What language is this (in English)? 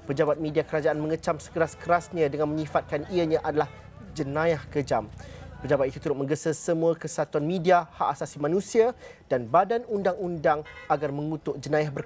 Malay